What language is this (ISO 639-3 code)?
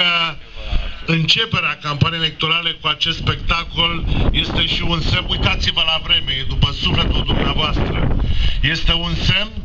ron